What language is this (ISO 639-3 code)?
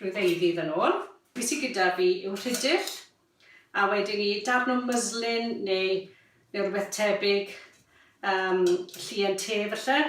cym